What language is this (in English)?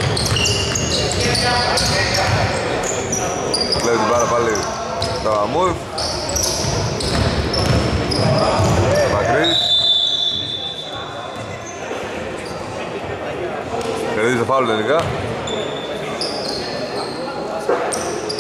Greek